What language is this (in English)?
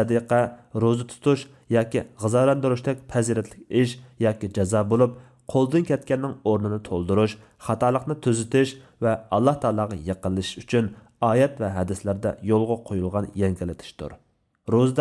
Uyghur